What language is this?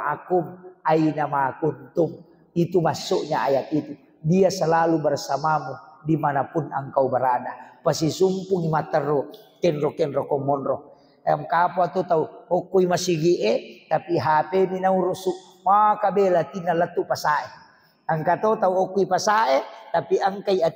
Buginese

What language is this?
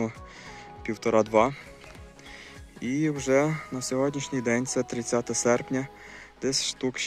Ukrainian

